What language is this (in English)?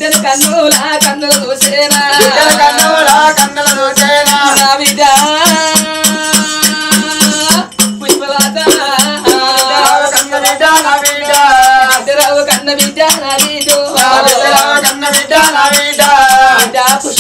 Telugu